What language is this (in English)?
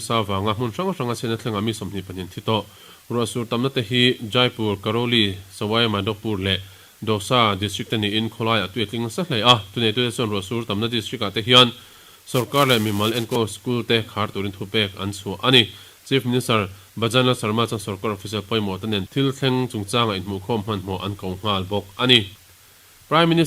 Mizo